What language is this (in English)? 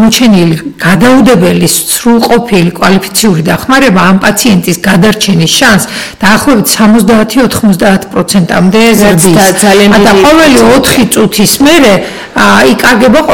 Georgian